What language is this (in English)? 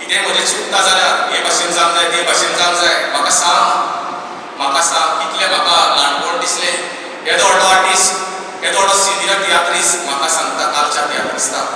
Konkani